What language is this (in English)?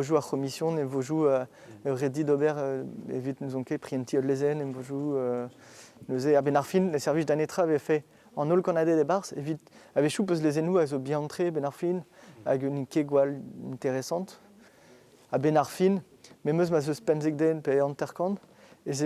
Breton